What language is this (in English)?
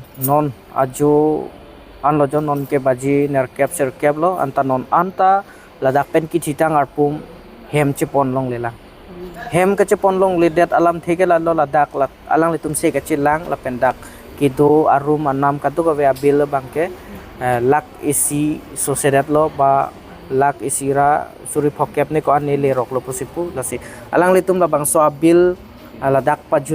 Karbi